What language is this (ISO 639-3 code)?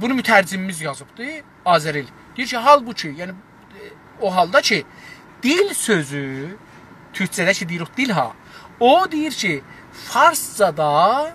azb